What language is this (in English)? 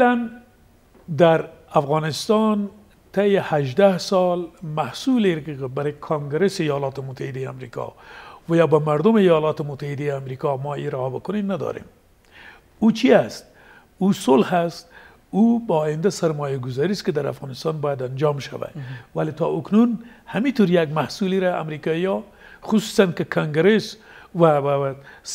Persian